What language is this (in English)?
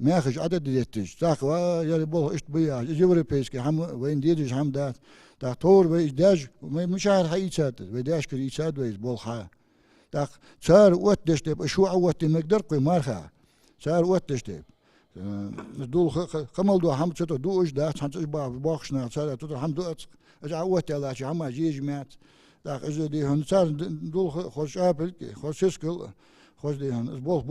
Ingush